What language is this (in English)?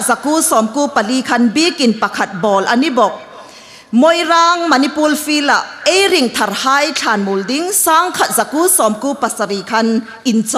Hmar